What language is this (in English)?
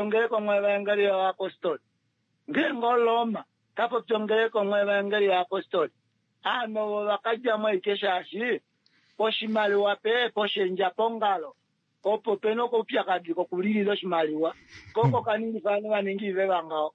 Kuanyama